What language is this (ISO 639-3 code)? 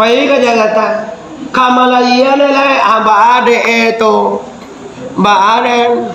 min